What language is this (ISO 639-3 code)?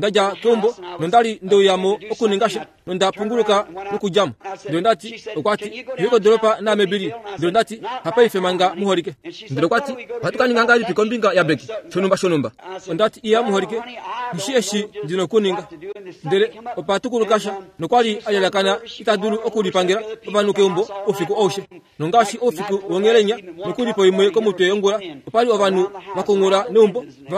kua